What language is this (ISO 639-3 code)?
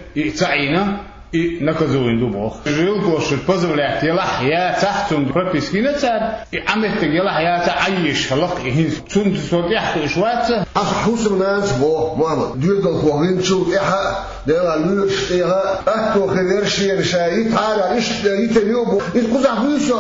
che